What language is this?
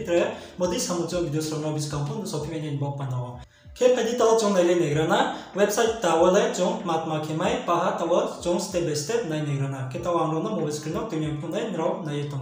Riang (India)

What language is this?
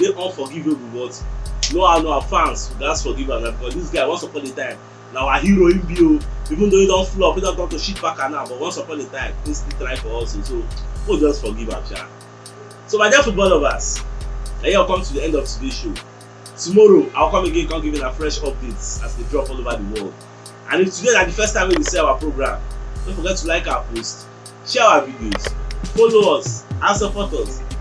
Nigerian Pidgin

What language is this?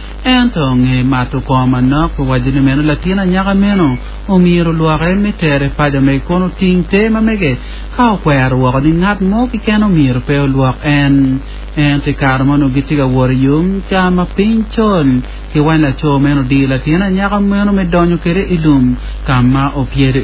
Acoli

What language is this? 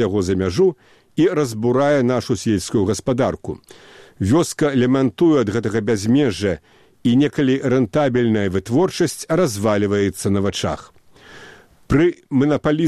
Belarusian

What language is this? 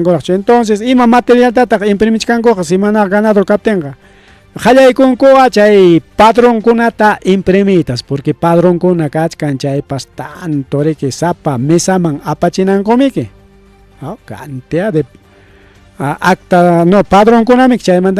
Ayacucho Quechua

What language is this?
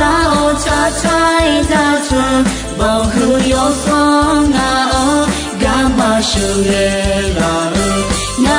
Akha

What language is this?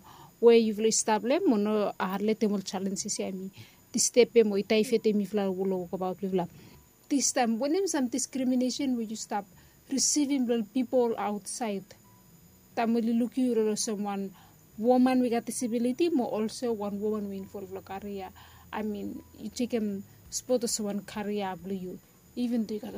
Bislama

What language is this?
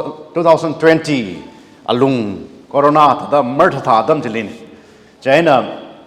Tangkhul Naga (India)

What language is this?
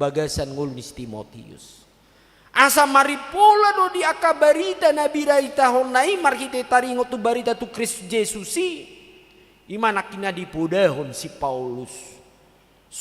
Batak Toba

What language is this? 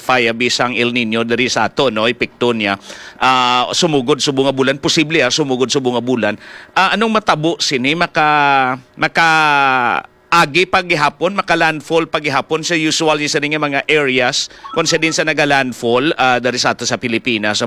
Hiligaynon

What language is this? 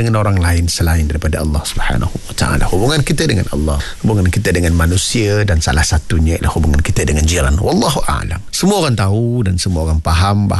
Malay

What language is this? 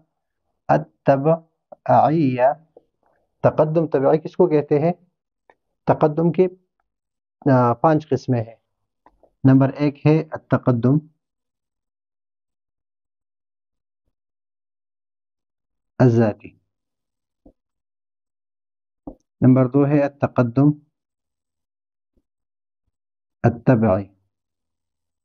Urdu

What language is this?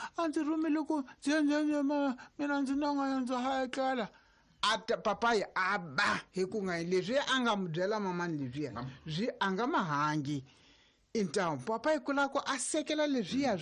Tsonga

